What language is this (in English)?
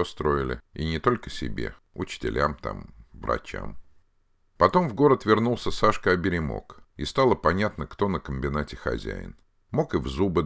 Russian